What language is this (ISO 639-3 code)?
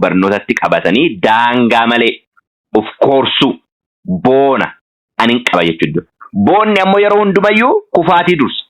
orm